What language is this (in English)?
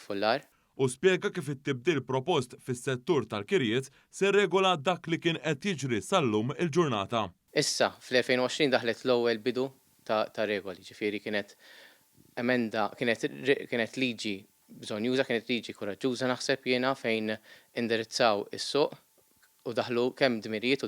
Maltese